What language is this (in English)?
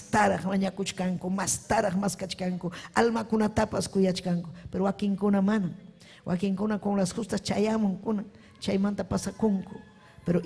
Ayacucho Quechua